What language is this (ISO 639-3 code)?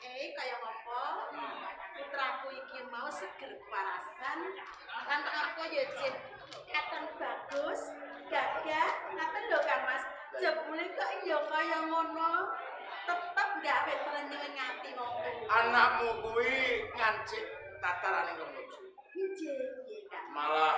jav